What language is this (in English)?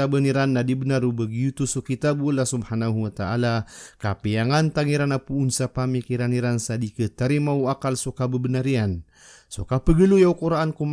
Maranao